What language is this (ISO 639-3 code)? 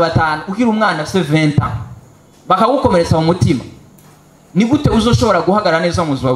run